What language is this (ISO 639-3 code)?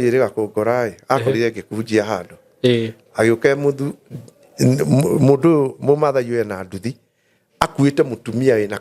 kik